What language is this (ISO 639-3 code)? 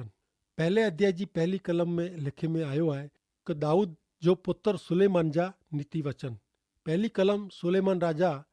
kfr